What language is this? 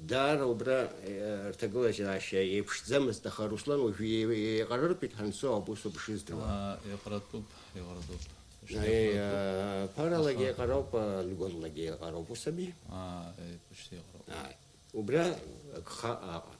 Abkhazian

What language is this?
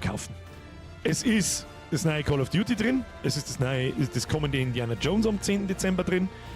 Bavarian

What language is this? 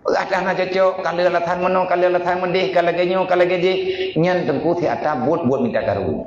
Achinese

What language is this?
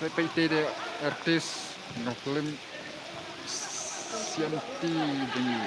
Khasi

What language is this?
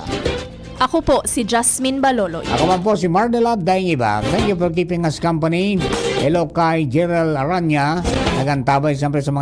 Bikol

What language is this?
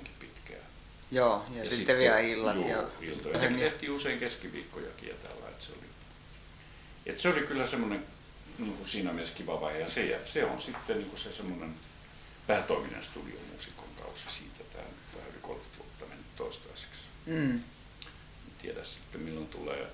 Finnish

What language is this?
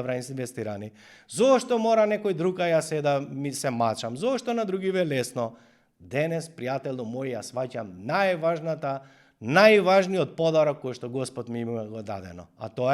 Macedonian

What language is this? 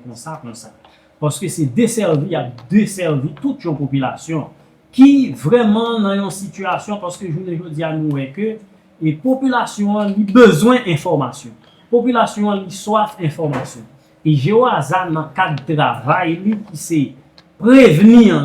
Haitian Creole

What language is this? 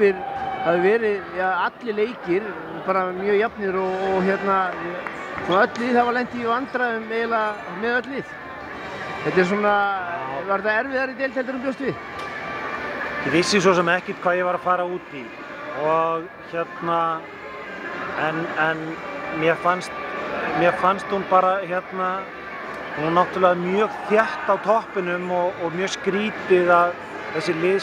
Icelandic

